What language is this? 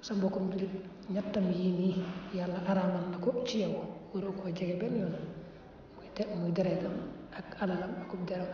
Wolof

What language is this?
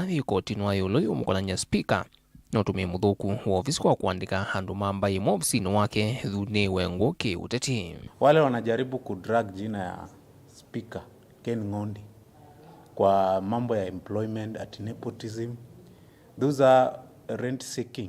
Kamba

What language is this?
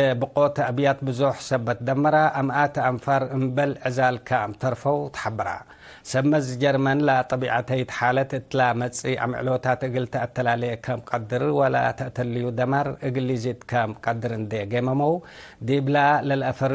Tigre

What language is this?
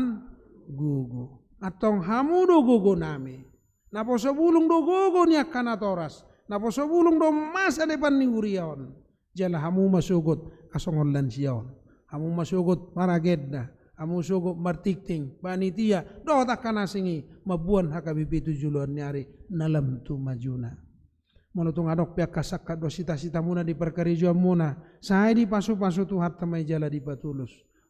Batak Toba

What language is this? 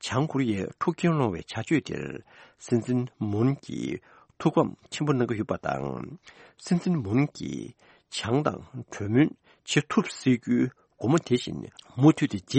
Tibetan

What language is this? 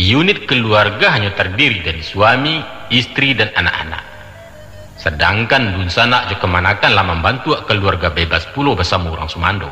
Minangkabau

